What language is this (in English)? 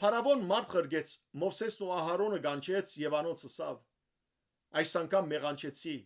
Western Armenian